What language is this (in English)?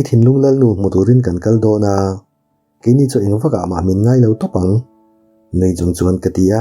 Mizo